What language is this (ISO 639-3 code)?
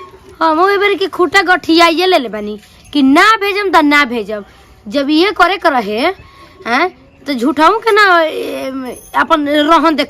bho